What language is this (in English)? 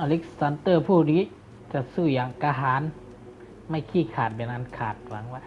Shan